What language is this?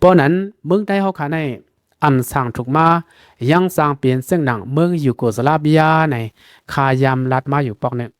Shan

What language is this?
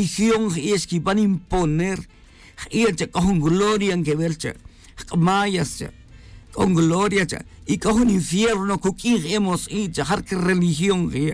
Kaqchikel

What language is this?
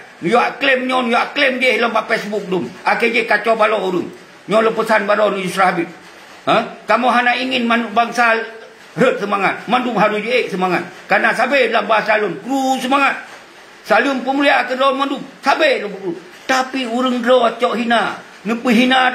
Achinese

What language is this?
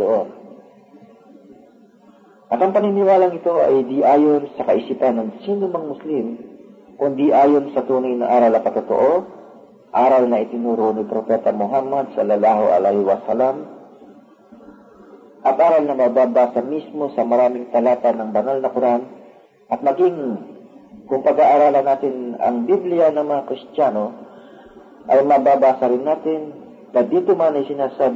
Filipino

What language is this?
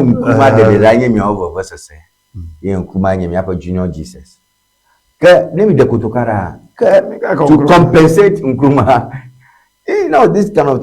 Ewe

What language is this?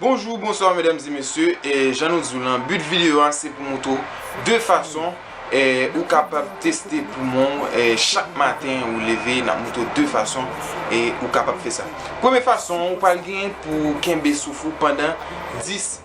Haitian Creole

